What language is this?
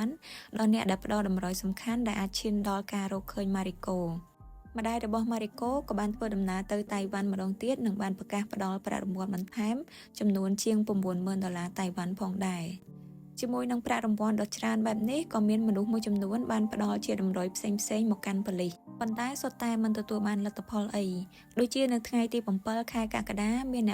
Khmer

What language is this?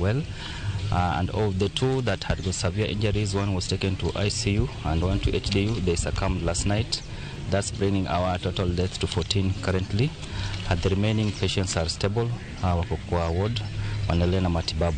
Luo (Kenya and Tanzania)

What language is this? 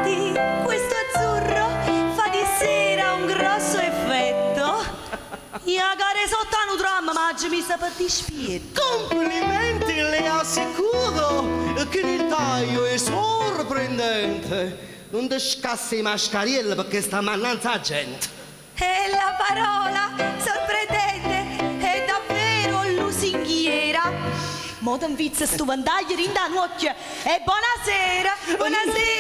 Neapolitan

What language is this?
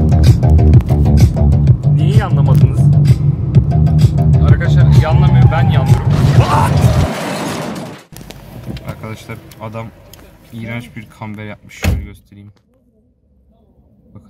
Turkish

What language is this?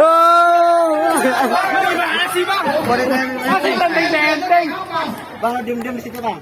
Betawi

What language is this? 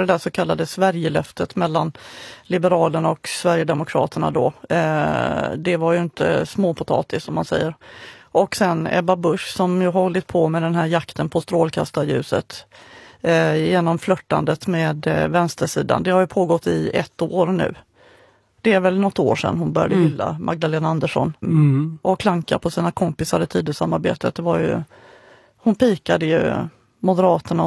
Swedish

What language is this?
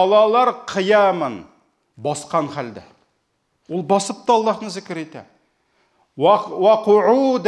Tatar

